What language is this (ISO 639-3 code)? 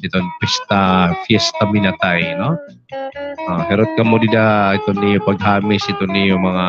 war